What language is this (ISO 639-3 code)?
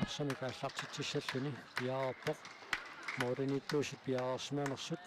kal